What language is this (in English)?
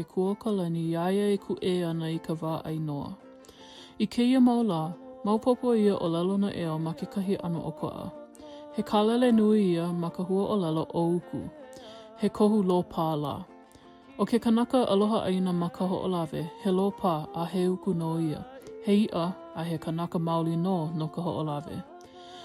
Hawaiian